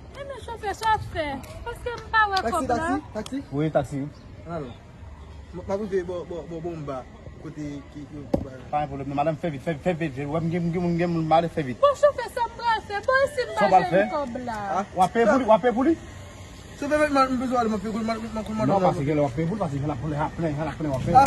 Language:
Haitian Creole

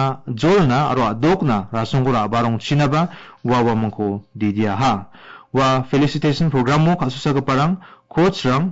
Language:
Garo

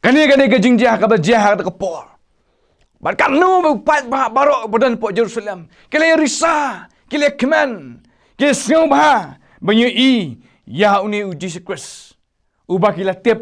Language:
Khasi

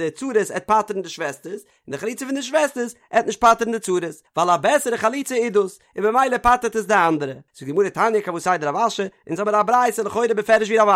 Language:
Yiddish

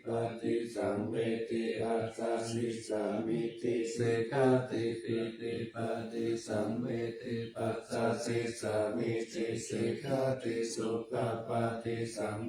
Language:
Pali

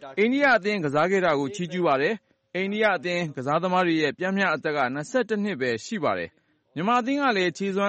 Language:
Burmese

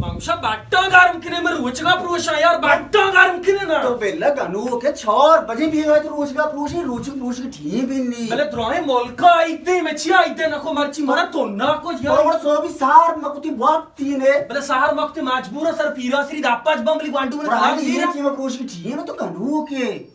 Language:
Baluchi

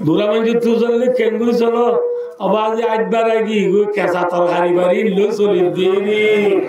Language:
Rohingya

